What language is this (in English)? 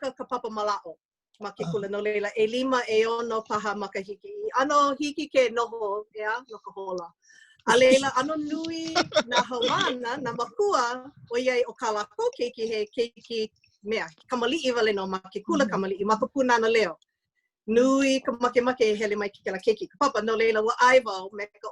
Hawaiian